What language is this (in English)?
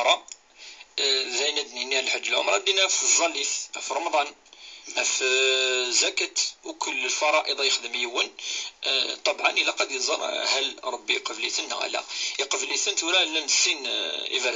Kabyle